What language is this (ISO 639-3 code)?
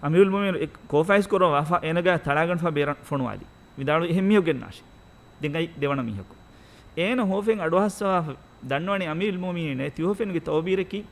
div